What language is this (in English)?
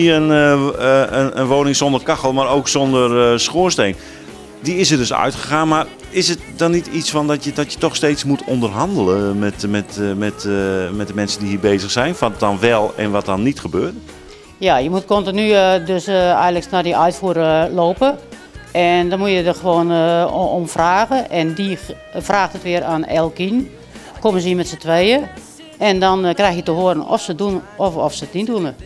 Dutch